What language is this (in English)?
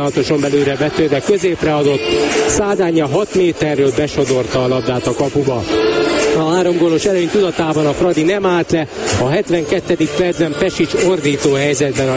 Hungarian